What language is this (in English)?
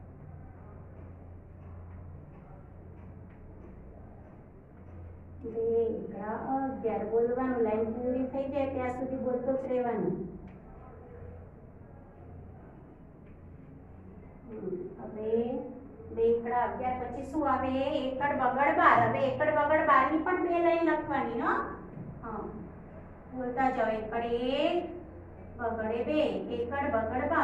Gujarati